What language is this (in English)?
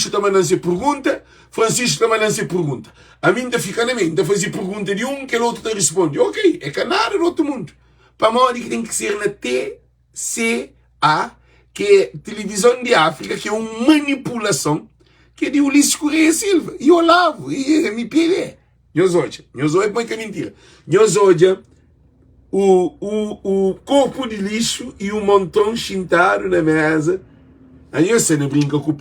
Kabuverdianu